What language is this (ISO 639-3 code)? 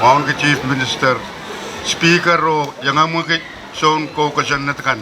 pon